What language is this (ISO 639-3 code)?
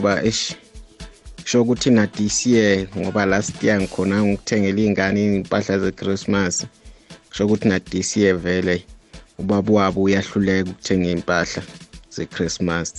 nbl